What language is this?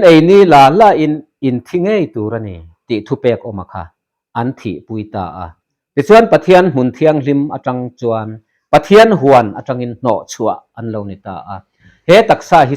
Mizo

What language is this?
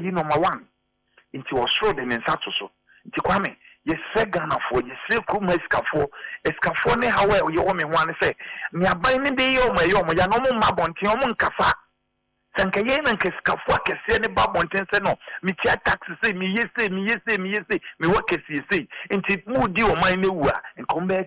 Akan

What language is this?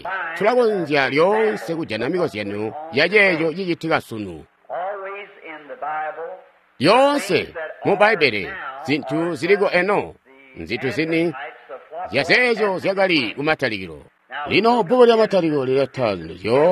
Tonga (Zambia)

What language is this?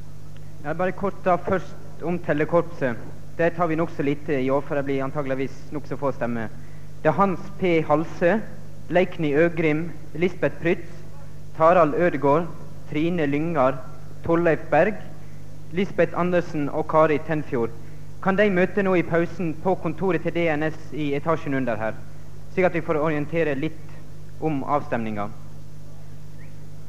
Norwegian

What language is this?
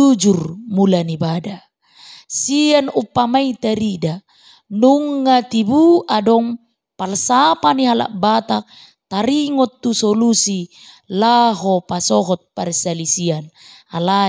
Batak Toba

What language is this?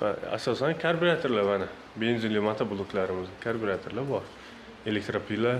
Uzbek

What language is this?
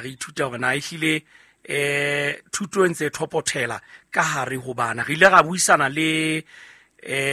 Southern Sotho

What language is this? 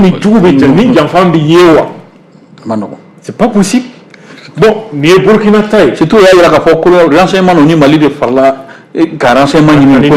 Bambara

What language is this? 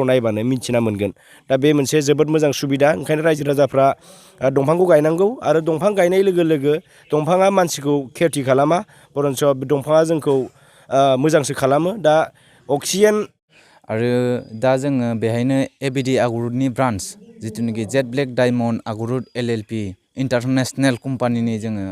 Bodo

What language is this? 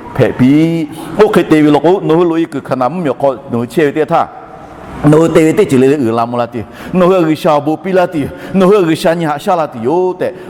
Lahu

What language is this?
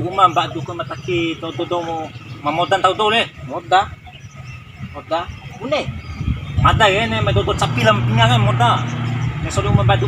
Bima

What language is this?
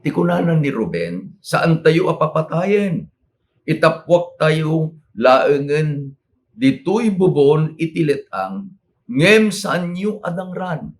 Iloko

